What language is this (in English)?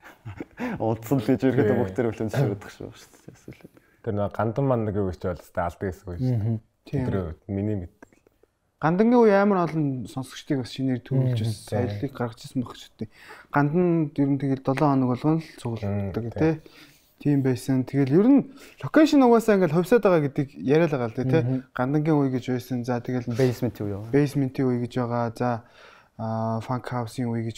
Mongolian